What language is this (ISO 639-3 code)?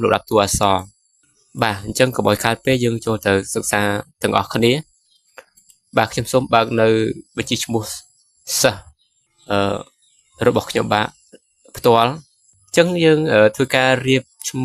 khm